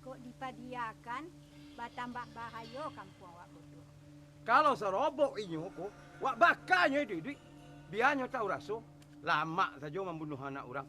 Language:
Minangkabau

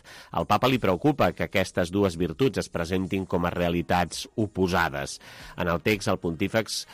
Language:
Catalan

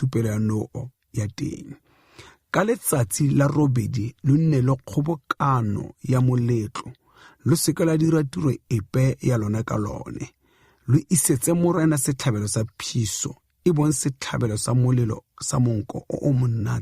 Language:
Tswana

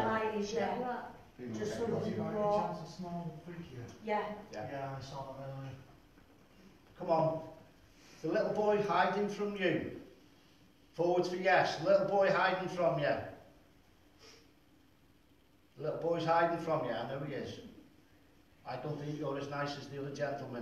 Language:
English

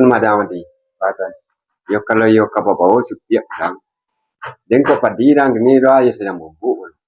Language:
Minangkabau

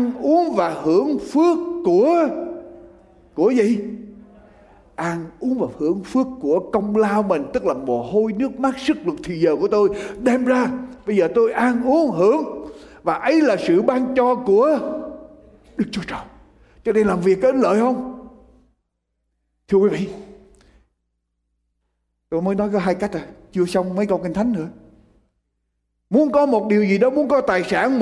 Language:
Vietnamese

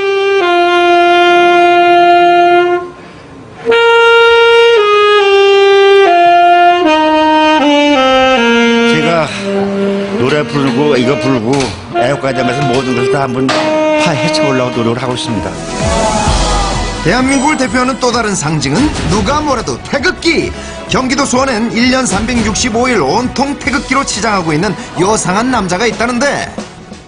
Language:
Korean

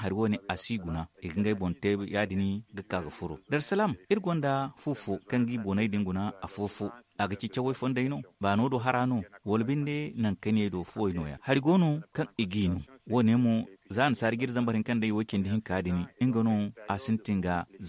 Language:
Zarma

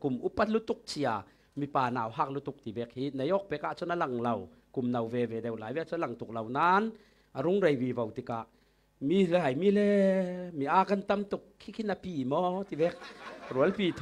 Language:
Falam Chin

